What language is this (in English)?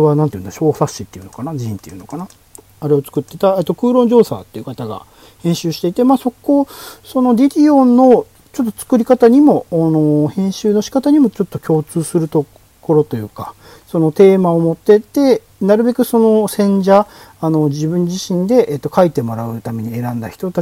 Japanese